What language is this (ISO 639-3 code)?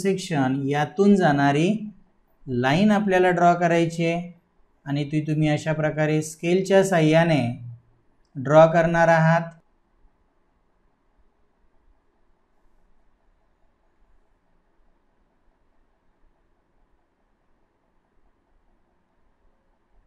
mar